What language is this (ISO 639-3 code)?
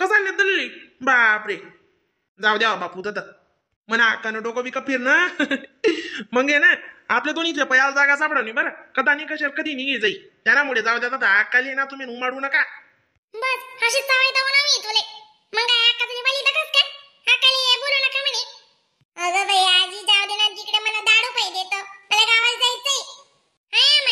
khn